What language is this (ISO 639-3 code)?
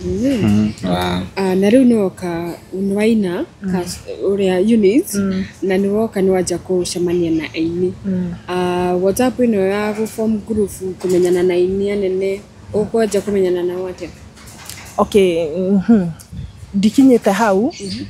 kik